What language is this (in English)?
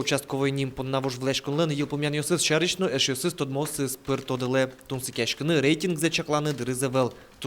Udmurt